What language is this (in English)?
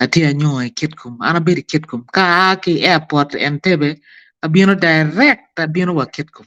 Acoli